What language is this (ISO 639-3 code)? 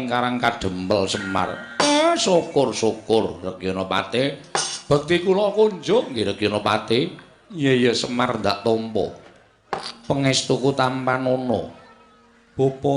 jav